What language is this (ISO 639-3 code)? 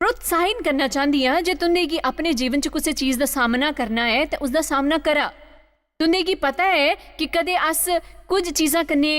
doi